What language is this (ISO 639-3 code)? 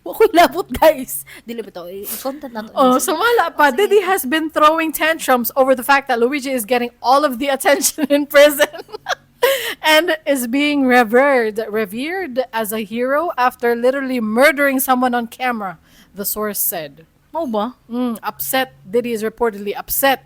ceb